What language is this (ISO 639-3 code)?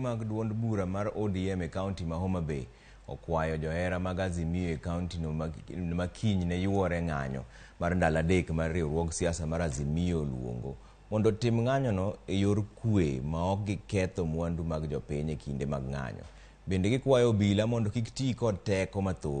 luo